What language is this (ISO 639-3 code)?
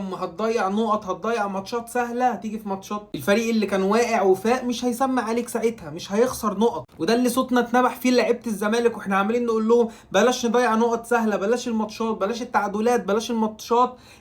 arz